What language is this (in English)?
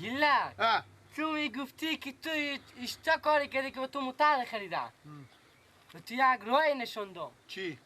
Persian